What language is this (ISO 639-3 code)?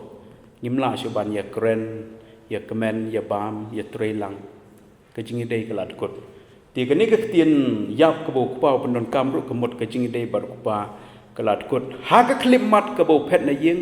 kha